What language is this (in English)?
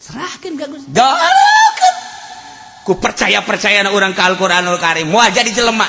Sundanese